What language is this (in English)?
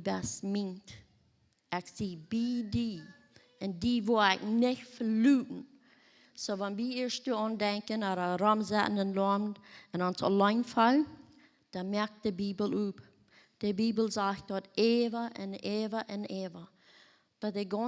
Plautdietsch